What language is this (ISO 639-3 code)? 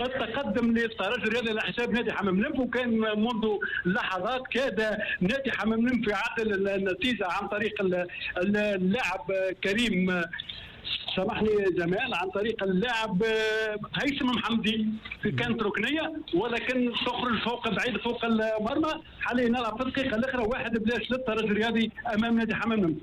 aeb